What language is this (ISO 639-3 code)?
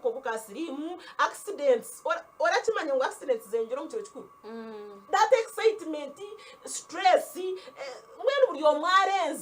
nyn